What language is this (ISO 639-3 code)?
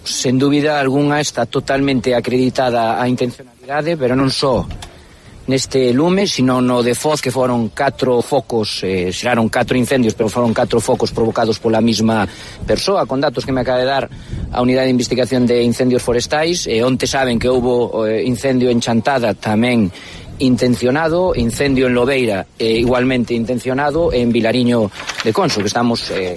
glg